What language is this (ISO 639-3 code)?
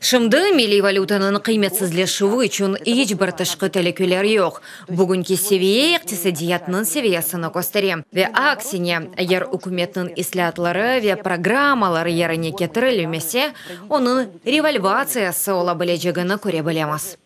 crh